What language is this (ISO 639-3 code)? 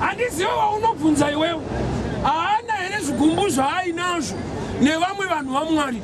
sna